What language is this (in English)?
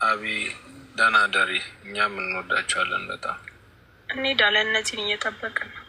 Amharic